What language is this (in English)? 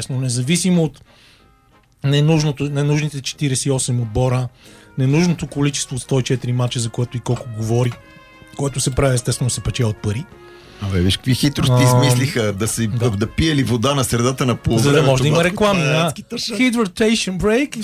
Bulgarian